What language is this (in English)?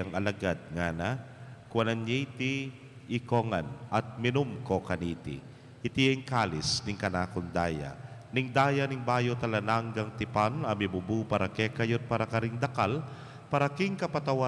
Pampanga